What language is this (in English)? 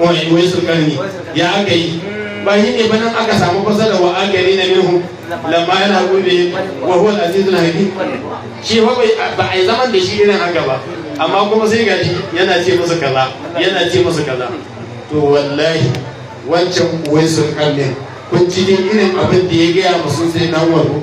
Hausa